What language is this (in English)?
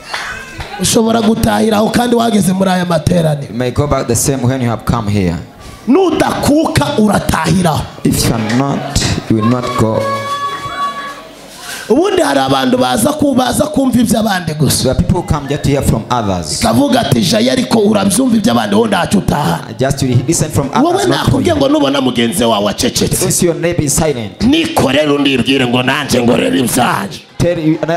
Kinyarwanda